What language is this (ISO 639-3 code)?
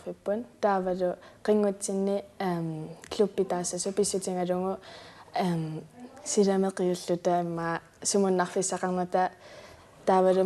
kal